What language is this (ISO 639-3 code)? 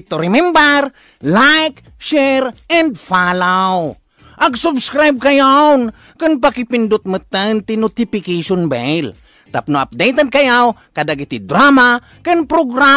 ilo